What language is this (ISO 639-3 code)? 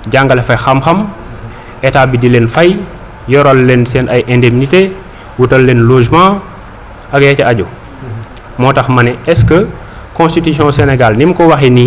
wol